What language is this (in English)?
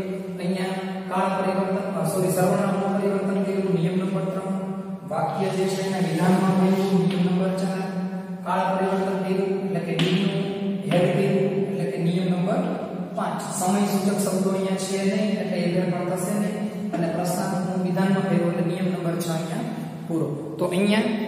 Gujarati